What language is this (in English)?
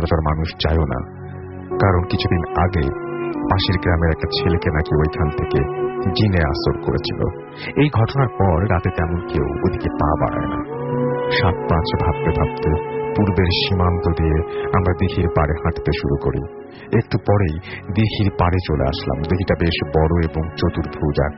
Bangla